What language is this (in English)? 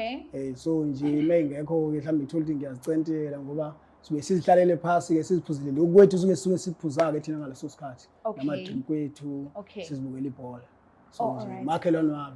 Zulu